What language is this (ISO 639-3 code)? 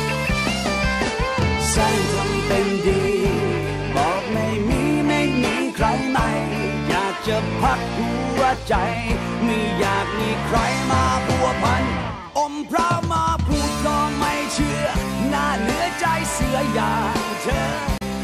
tha